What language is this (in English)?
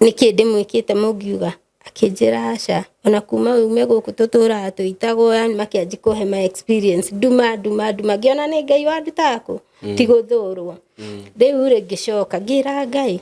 Kikuyu